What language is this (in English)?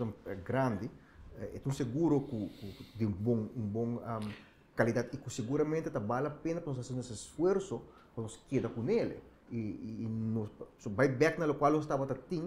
Papiamento